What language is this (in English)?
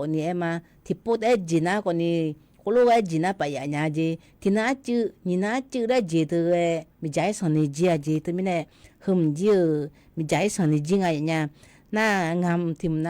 Akha